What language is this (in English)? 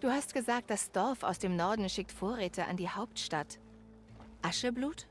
Bavarian